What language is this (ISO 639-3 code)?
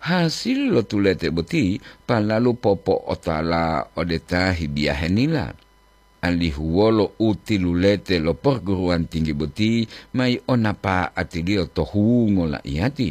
gor